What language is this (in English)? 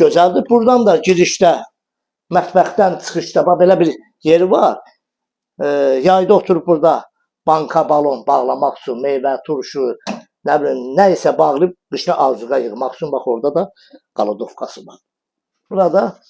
Azerbaijani